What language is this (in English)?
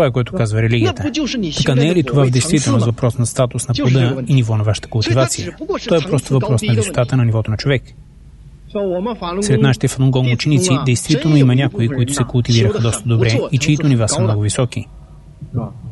Bulgarian